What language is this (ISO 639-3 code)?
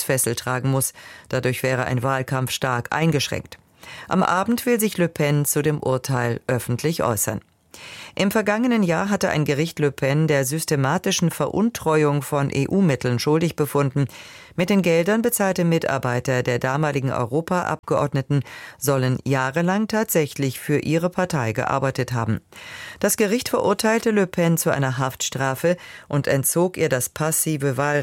deu